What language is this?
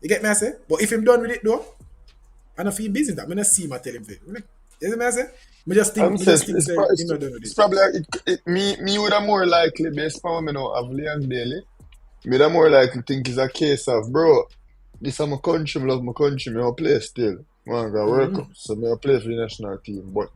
Jamaican Creole English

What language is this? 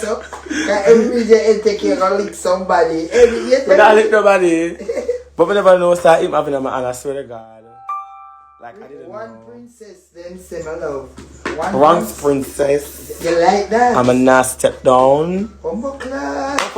Jamaican Creole English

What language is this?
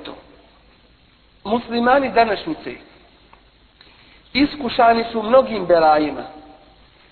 Bosnian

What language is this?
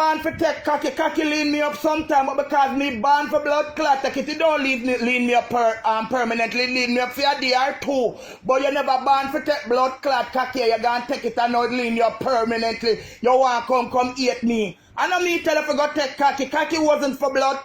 Jamaican Creole English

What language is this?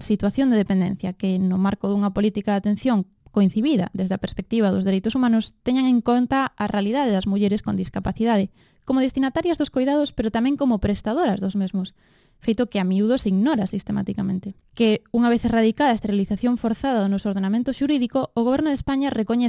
Galician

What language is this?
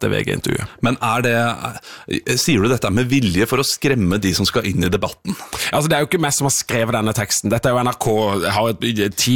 Norwegian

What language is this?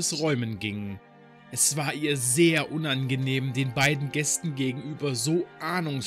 German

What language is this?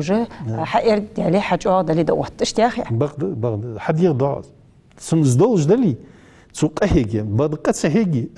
Ingush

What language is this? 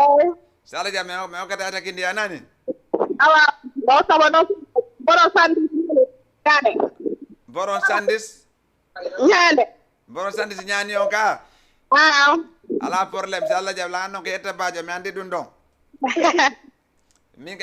Fula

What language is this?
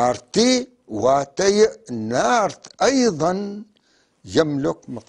North Levantine Arabic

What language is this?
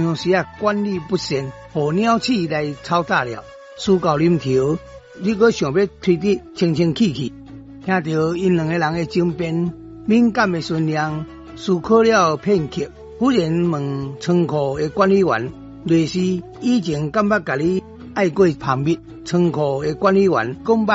Min Nan Chinese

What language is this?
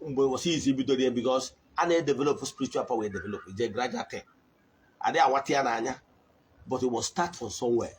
Igbo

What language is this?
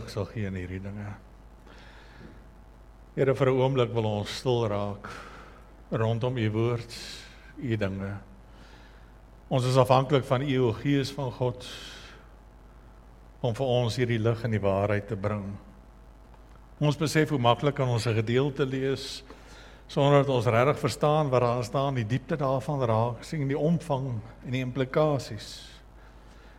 Afrikaans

